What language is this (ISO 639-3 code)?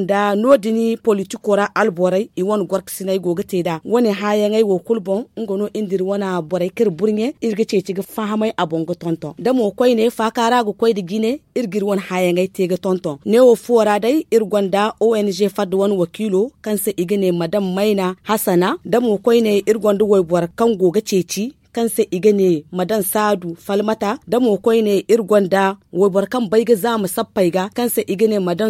dje